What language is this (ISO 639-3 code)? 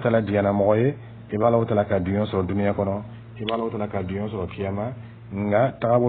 dyu